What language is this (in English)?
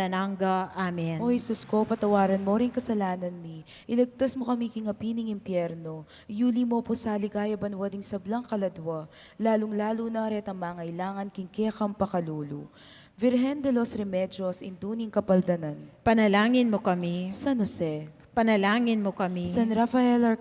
Pampanga